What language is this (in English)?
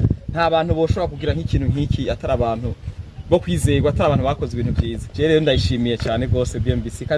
Rundi